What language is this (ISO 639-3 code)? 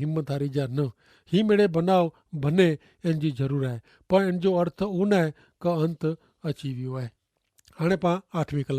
kfr